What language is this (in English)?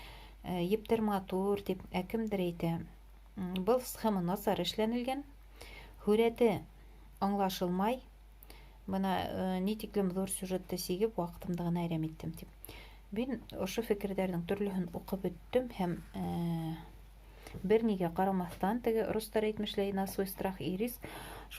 Bashkir